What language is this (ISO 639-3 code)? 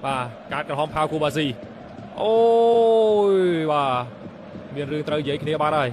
khm